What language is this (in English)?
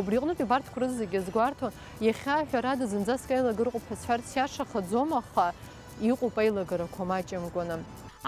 Abkhazian